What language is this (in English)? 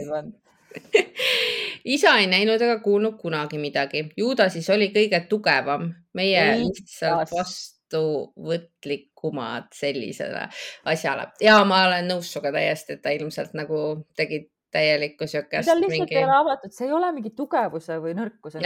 Estonian